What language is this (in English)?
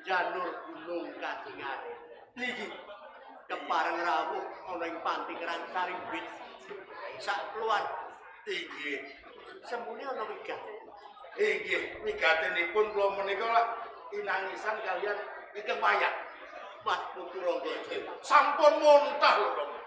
Javanese